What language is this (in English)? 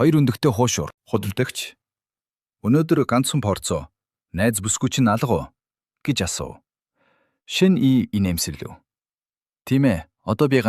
Mongolian